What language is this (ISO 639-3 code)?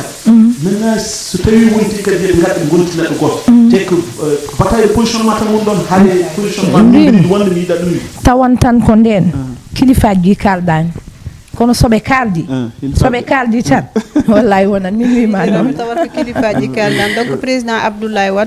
ful